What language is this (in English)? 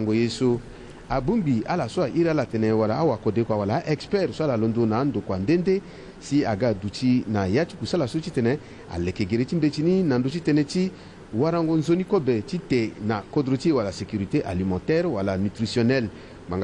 Sango